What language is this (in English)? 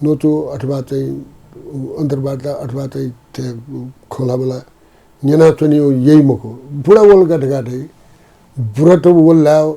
Newari